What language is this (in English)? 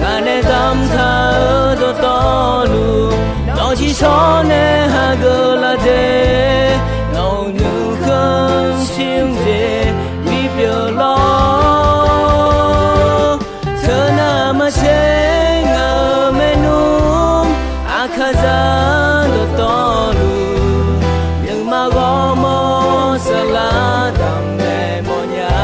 Akha